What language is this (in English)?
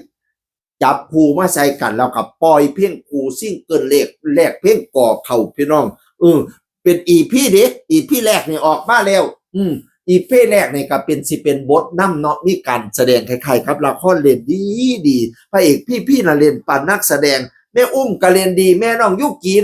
Northeastern Thai